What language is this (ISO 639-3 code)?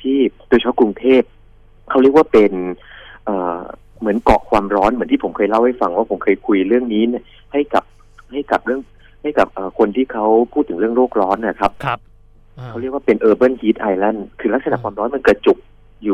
tha